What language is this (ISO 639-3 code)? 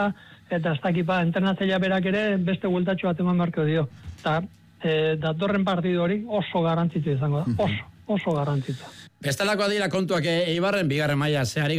eus